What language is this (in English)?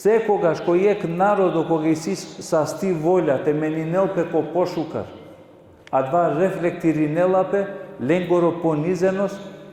Balkan Romani